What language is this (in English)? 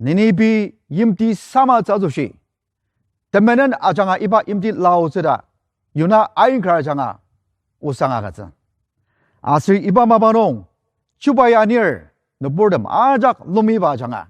Ao Naga